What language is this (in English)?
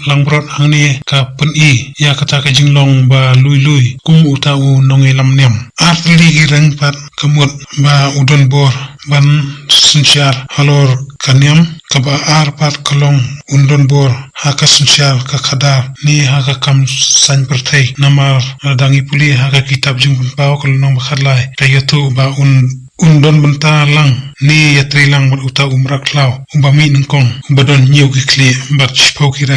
Khasi